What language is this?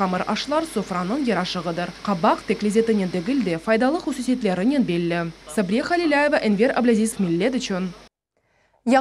Crimean Tatar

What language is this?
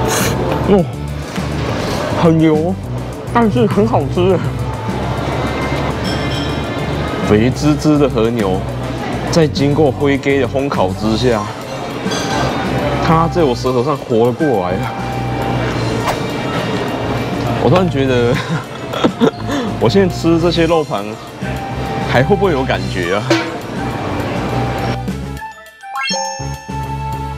Chinese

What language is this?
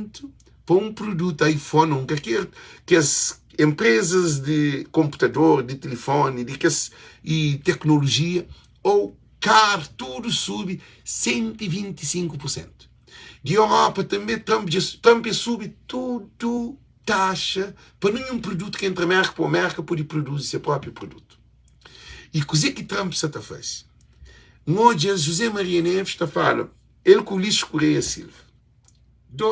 Kabuverdianu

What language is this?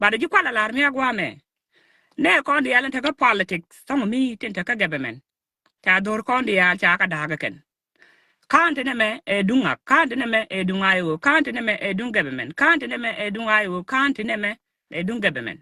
Nuer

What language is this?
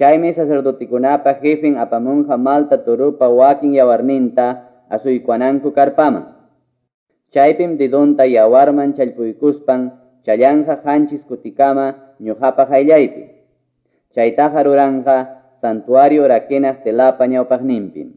Quechua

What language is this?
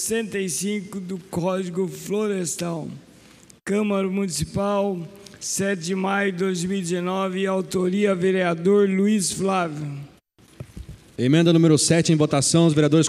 Portuguese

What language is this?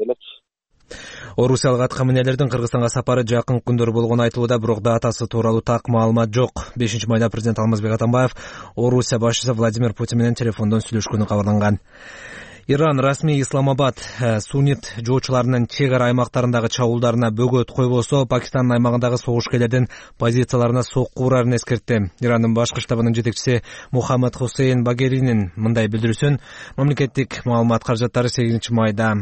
Kyrgyz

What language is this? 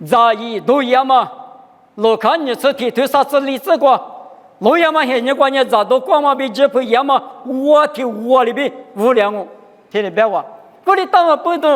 Lisu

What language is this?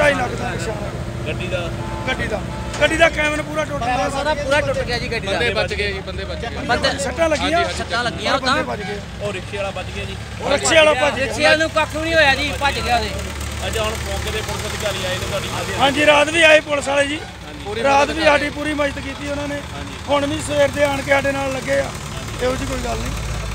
Punjabi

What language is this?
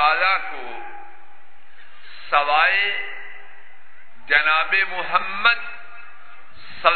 Urdu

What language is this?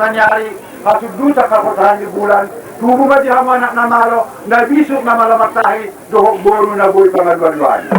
Batak Toba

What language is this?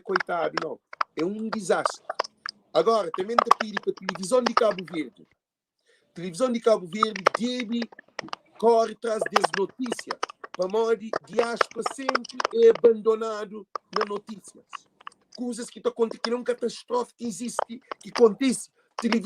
Kabuverdianu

